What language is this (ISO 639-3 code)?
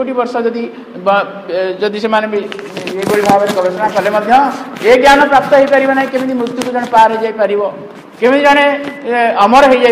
ori